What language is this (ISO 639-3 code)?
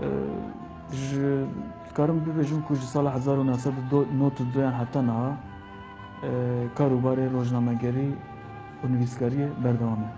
kur